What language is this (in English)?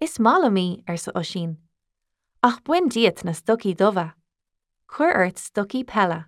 Irish